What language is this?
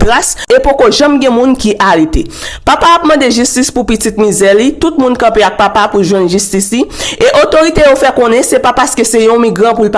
Haitian Creole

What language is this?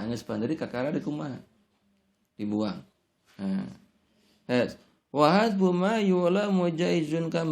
Sundanese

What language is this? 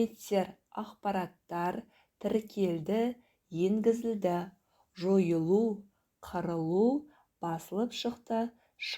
Kazakh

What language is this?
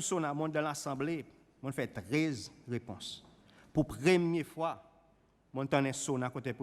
Seselwa Creole French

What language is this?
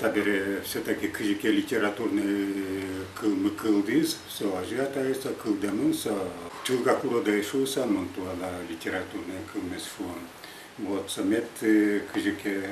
Udmurt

